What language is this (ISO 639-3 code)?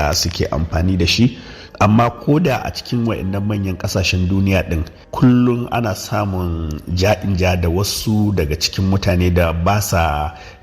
hau